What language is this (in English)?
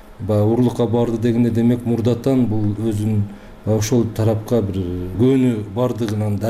Kyrgyz